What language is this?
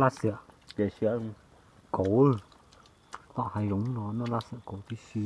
Hmong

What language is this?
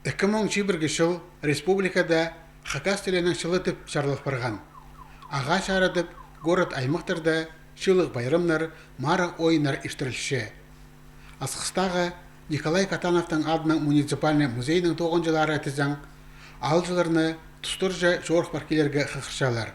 Khakas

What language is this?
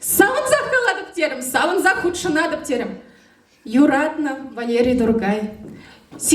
Chuvash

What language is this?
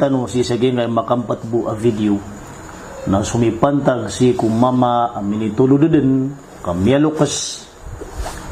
Maranao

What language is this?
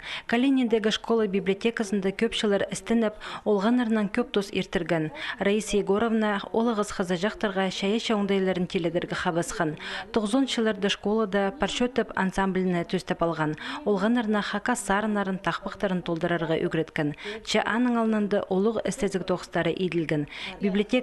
Khakas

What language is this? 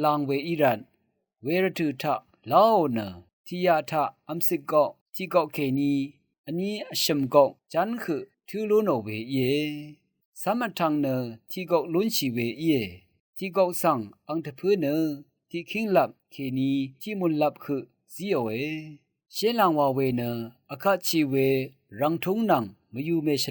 Rawang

